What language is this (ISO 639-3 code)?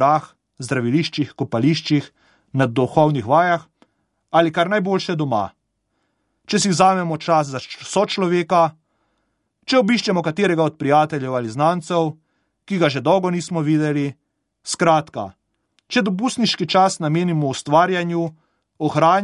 slv